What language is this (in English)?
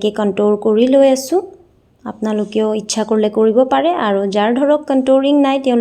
Assamese